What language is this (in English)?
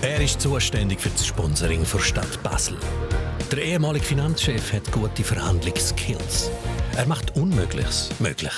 Swiss German